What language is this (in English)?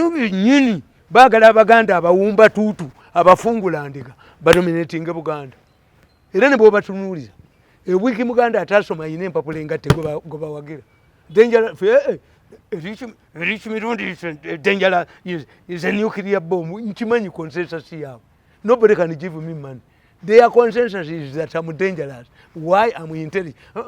Ganda